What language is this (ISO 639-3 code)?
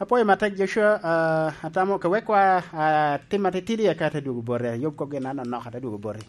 laj